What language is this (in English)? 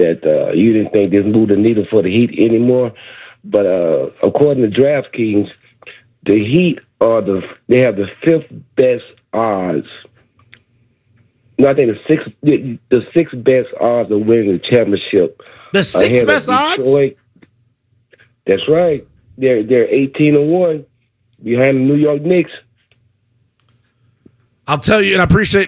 English